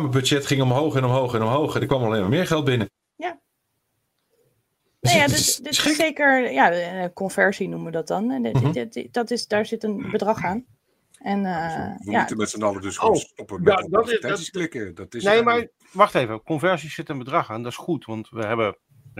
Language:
Dutch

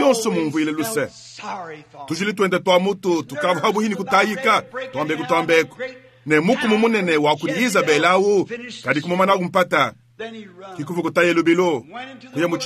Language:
Luba-Lulua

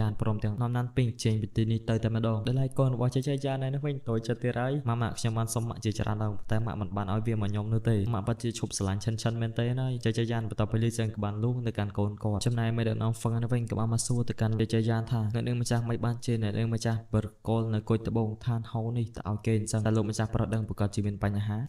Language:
Khmer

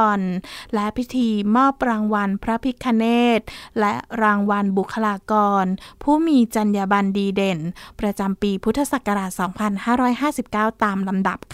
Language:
Thai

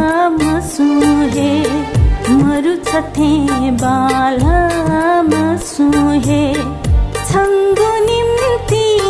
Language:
Newari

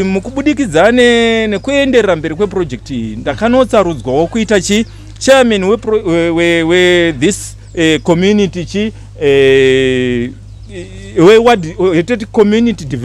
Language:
Shona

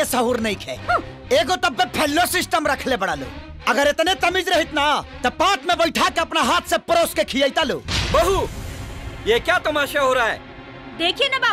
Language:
Bhojpuri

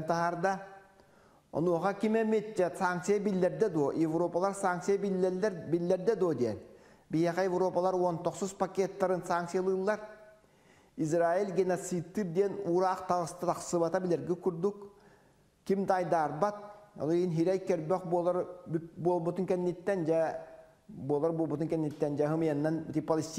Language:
Yakut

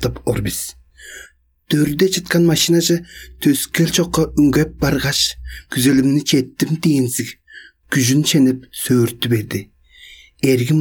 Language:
Tuvinian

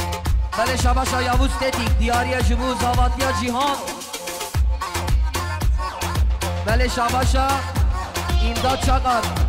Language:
Persian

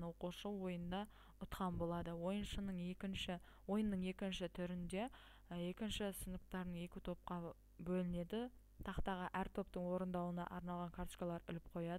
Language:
Kazakh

